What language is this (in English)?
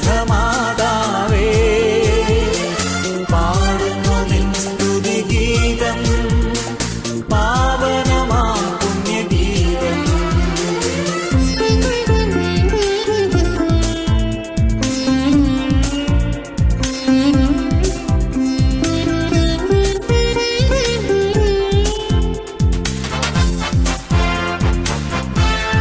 Malayalam